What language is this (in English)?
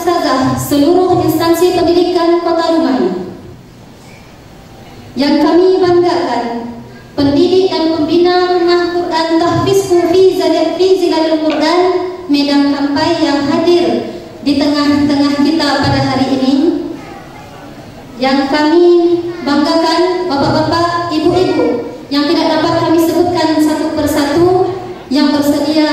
Indonesian